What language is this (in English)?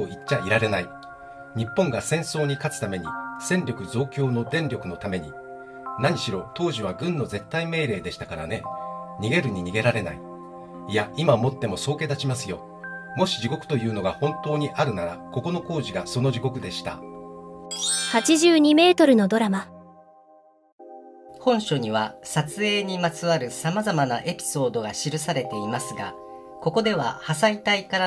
Japanese